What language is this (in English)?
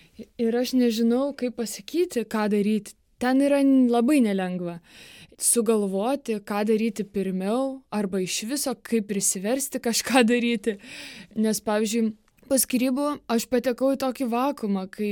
Lithuanian